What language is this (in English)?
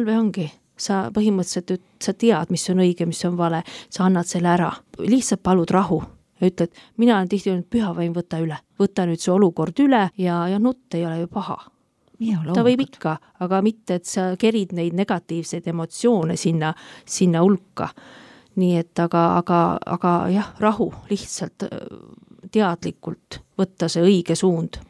Estonian